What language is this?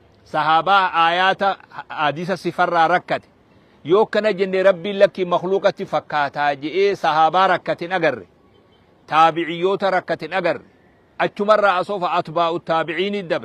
Oromo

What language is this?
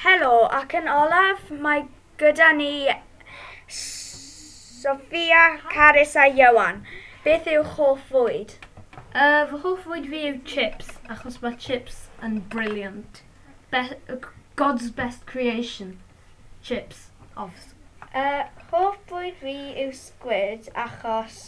Welsh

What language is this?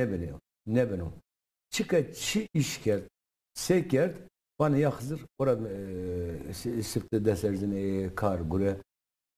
Zaza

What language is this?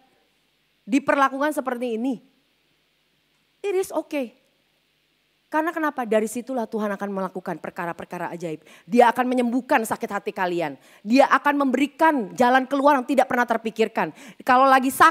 Indonesian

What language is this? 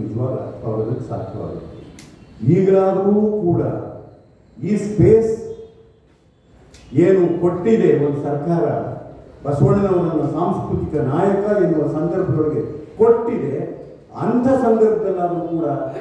Kannada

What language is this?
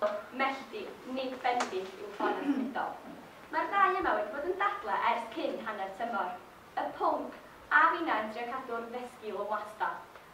Welsh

